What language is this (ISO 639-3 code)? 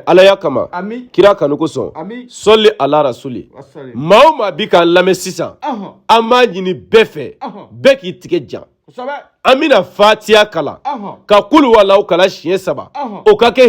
bam